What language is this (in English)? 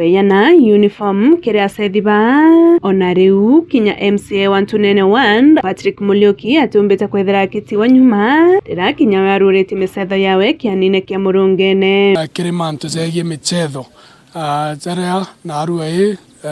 Meru